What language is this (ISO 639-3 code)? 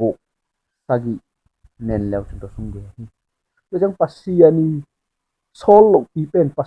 ctd